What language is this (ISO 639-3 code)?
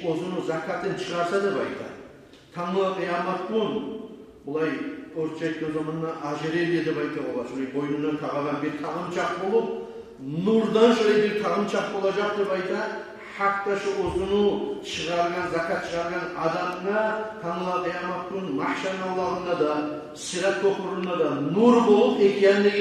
kum